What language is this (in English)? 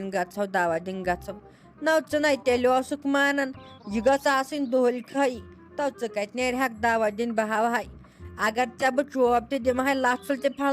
Kashmiri